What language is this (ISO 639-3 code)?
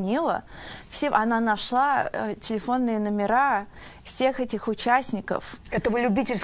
rus